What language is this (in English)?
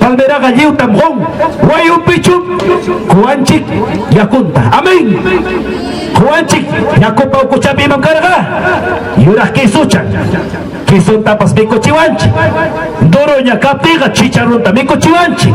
Ayacucho Quechua